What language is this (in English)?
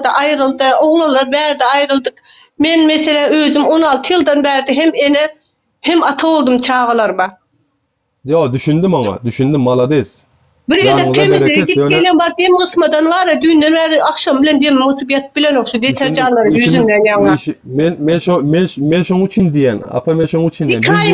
Turkmen